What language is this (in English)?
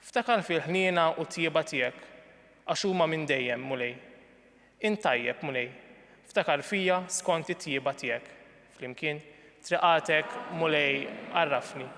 Maltese